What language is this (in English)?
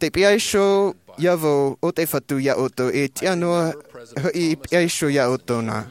Tahitian